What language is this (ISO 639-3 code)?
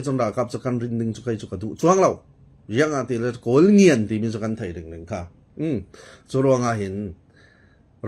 cfm